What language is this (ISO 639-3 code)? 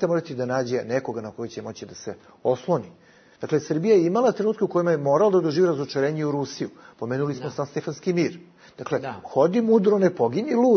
bos